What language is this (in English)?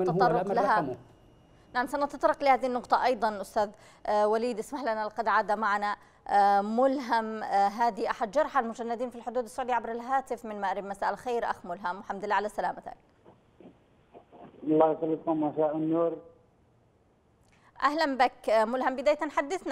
Arabic